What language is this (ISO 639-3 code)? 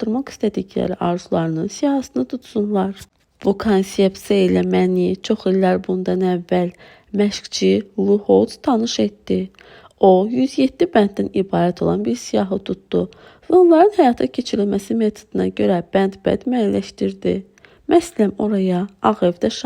aze